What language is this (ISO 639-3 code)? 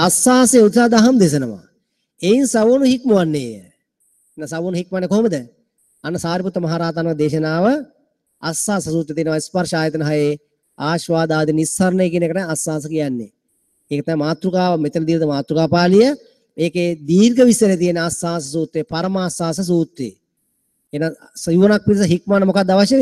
sin